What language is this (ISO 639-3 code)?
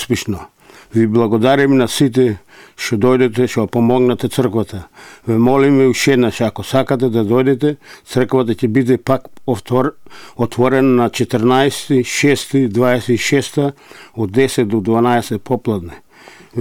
mkd